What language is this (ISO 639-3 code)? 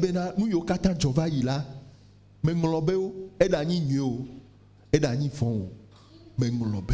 ewe